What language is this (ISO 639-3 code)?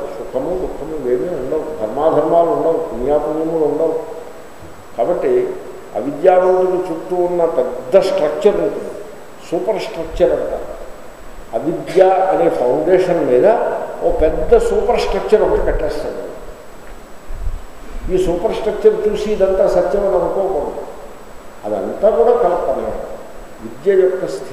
tel